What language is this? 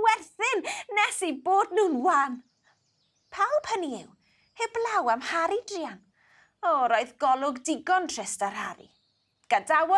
Welsh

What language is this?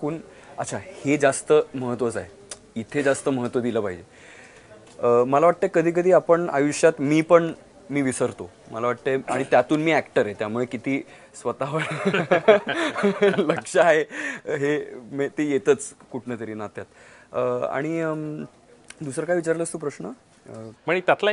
Marathi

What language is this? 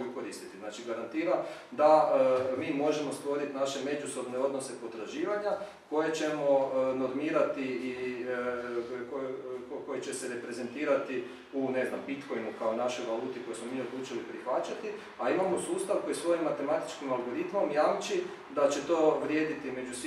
Croatian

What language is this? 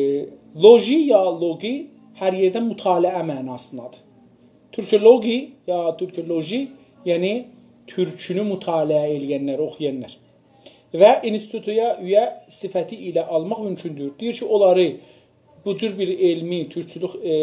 South Azerbaijani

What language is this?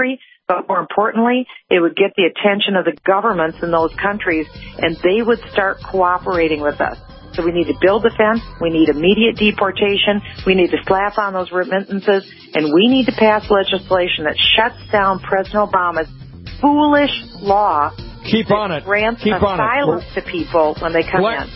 English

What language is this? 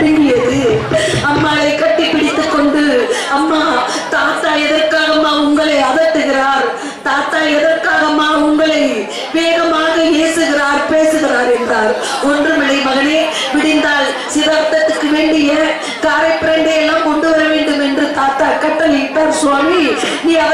Tamil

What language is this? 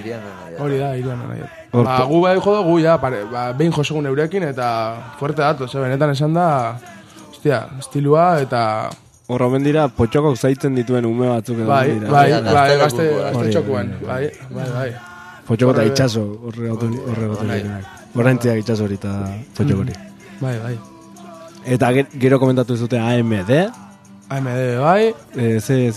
Basque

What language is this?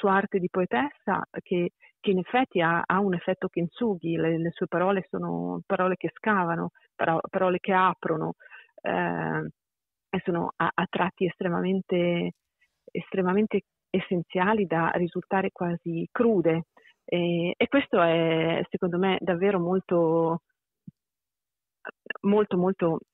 Italian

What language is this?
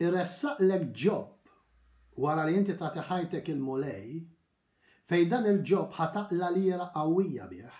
Maltese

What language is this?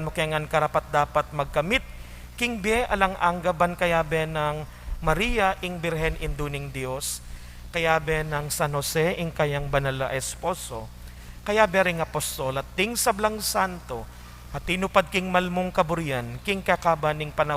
Pampanga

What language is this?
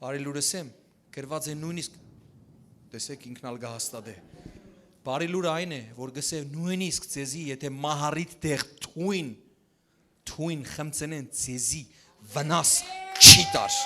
Western Armenian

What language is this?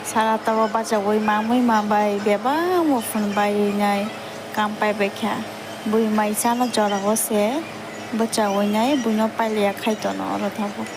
Kok Borok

